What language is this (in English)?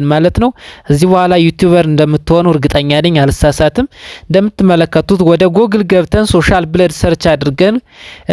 Amharic